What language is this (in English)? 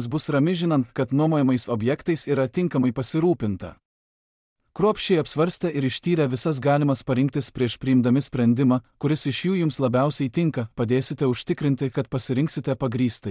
Lithuanian